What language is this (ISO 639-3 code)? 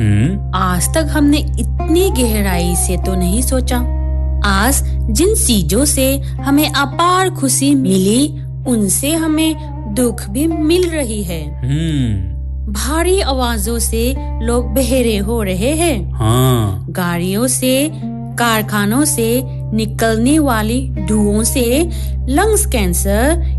hin